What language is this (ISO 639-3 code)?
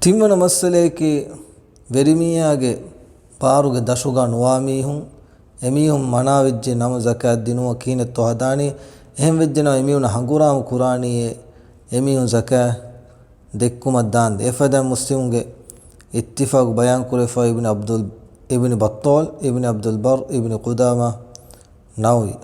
div